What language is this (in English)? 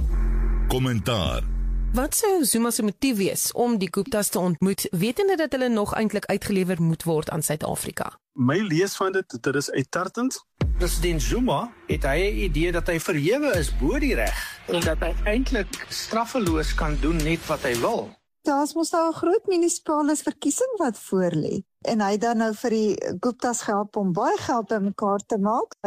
Afrikaans